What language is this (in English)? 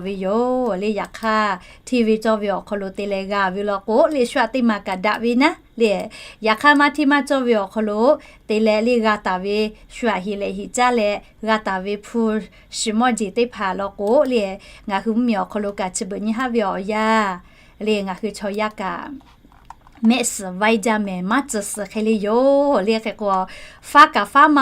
Lahu